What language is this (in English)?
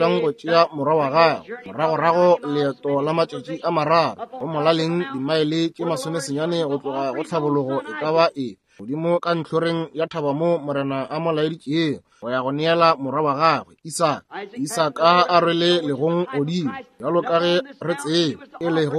Northern Sotho